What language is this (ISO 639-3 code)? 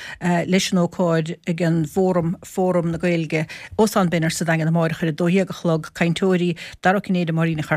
gle